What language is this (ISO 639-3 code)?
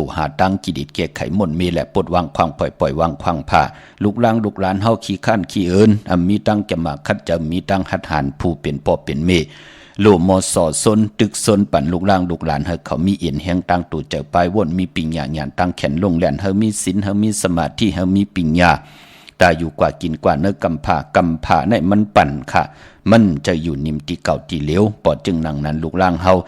shn